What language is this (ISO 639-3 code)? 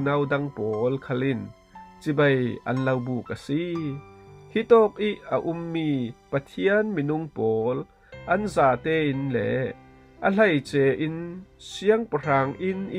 cfm